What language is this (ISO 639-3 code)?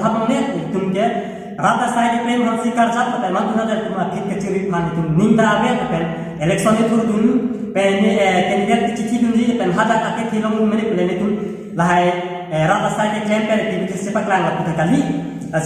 mjw